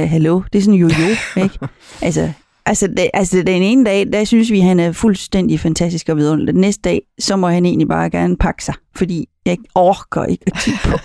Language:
Danish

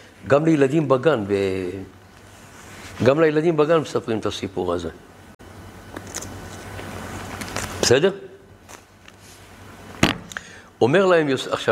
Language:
Hebrew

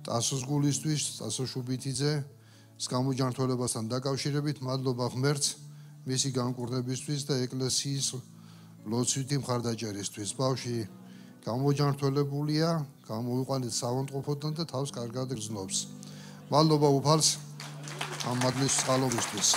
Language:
Georgian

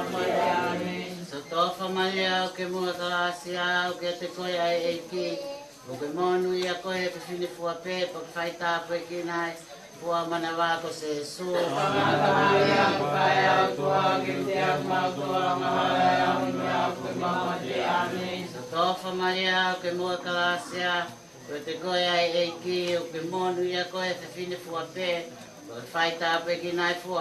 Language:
Tongan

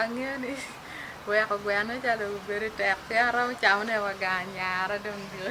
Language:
Acoli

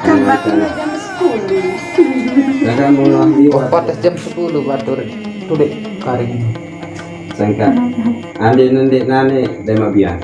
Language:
Sasak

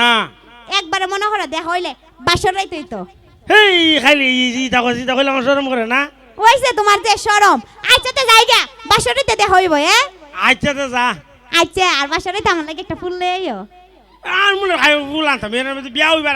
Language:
Sylheti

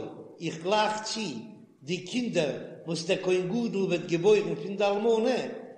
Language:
Yiddish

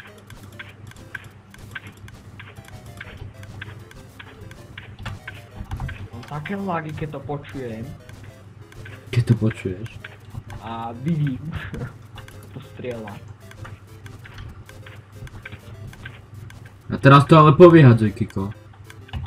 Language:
Slovak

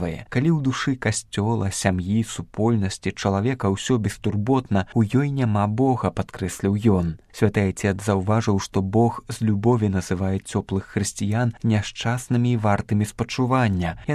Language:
Belarusian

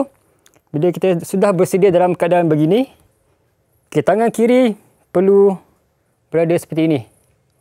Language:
Malay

